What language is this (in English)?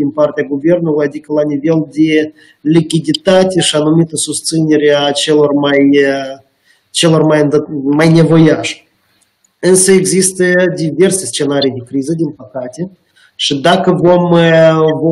Romanian